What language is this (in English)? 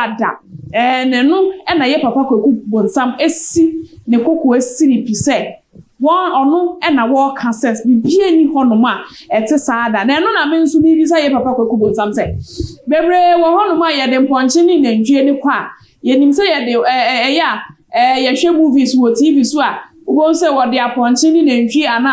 Akan